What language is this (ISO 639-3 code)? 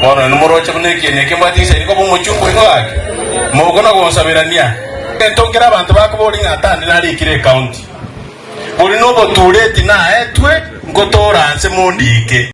guz